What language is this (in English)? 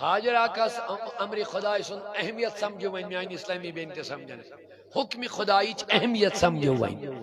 Kashmiri